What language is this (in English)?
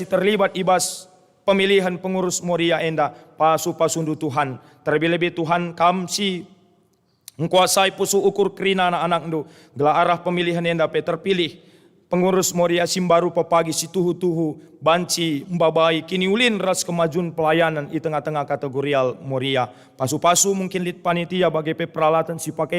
Batak Karo